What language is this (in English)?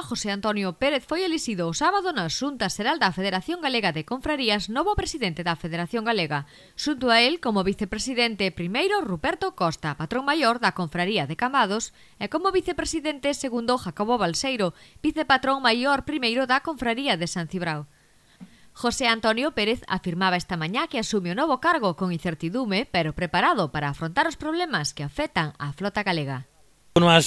Galician